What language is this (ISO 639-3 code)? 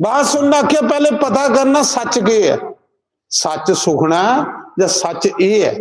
doi